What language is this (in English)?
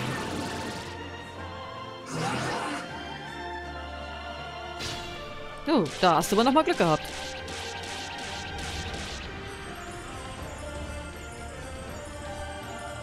German